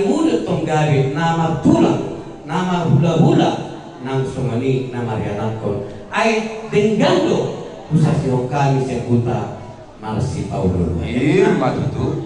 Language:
Batak Toba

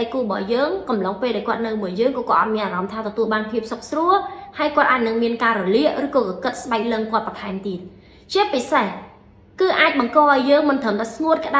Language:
Khmer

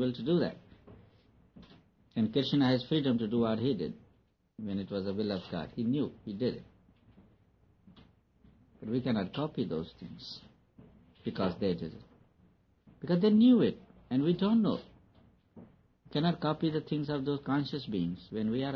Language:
English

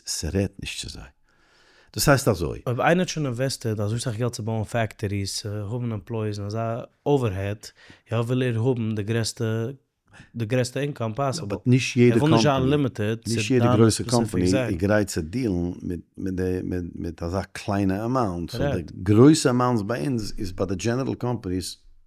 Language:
Yiddish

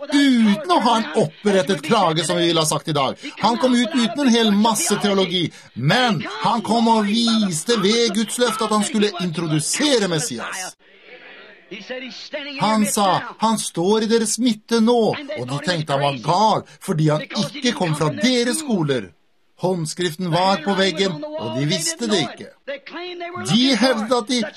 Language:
Norwegian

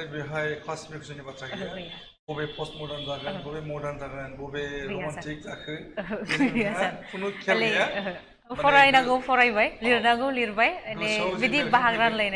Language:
Bodo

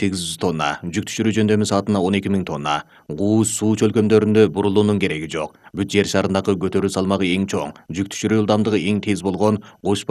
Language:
Kyrgyz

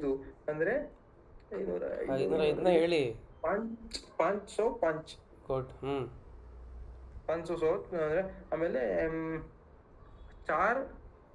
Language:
Kannada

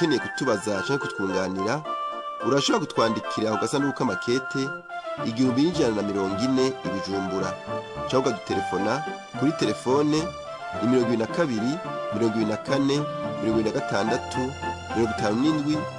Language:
Rundi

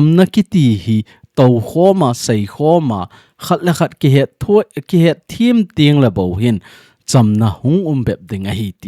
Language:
Thado Chin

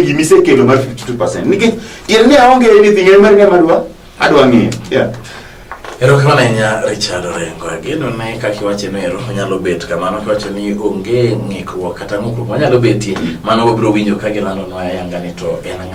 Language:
Luo (Kenya and Tanzania)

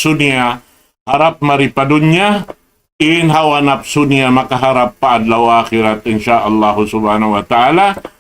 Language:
Tausug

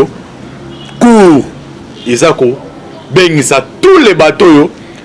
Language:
Lingala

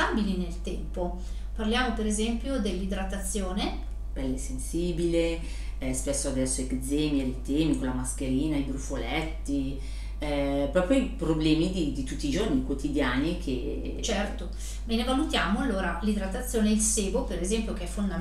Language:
Italian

